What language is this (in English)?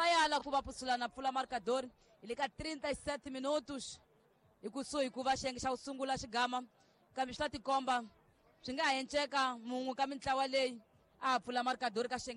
Tsonga